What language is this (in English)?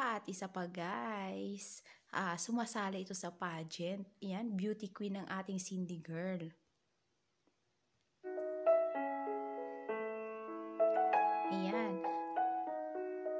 Filipino